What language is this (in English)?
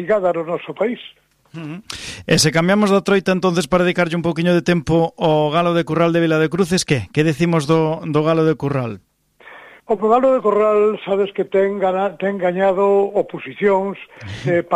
Galician